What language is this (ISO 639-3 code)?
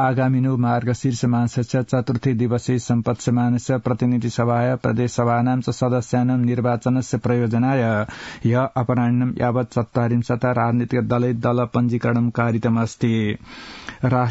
san